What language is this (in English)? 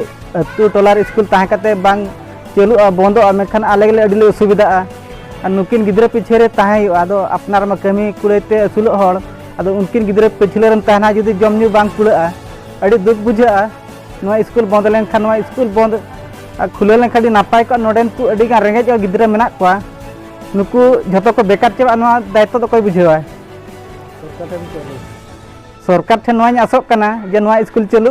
Santali